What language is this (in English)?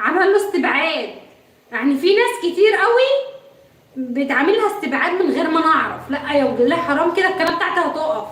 Egyptian Arabic